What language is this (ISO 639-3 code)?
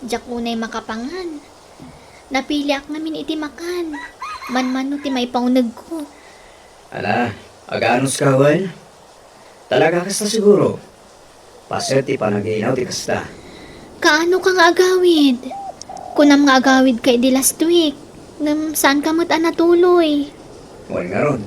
ilo